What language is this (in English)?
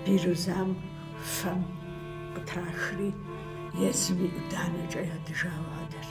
Kabardian